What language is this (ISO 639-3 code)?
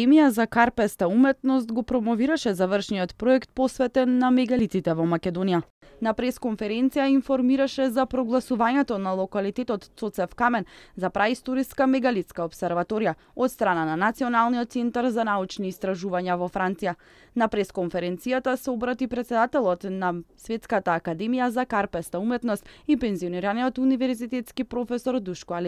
mkd